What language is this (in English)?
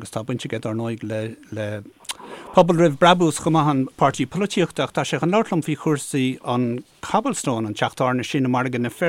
Irish